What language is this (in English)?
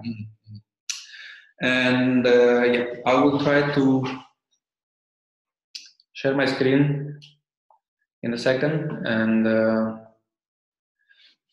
English